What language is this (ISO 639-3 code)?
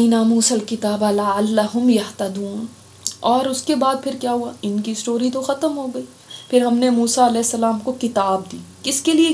urd